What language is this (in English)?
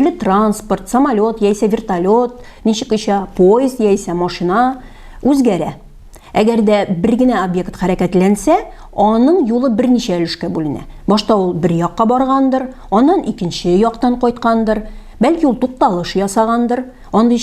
Tatar